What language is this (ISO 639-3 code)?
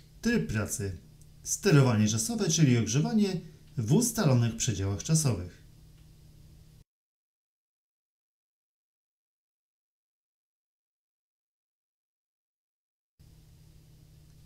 pol